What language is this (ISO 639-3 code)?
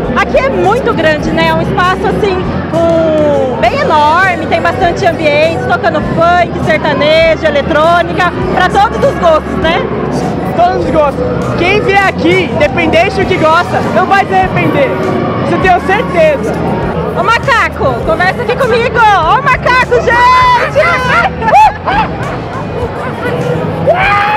por